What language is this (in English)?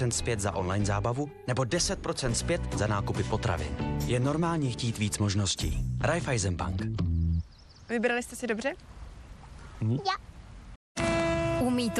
Czech